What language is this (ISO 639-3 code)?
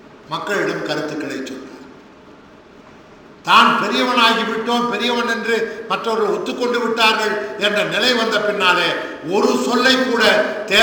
tam